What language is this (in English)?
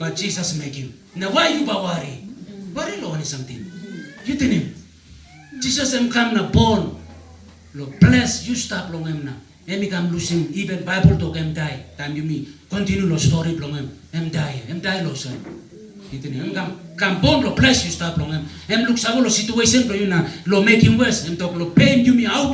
Tok Pisin